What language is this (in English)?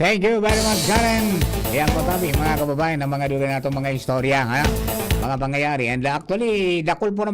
Bikol